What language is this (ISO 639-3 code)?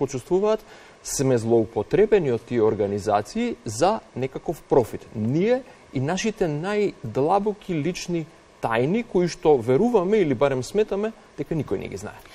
mkd